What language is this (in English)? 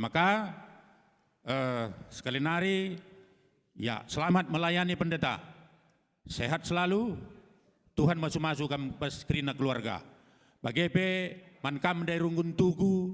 Batak Karo